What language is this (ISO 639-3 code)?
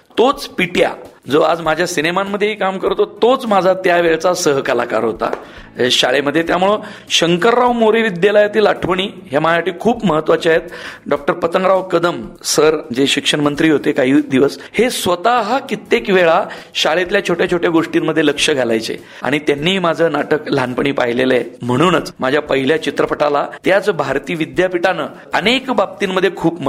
mar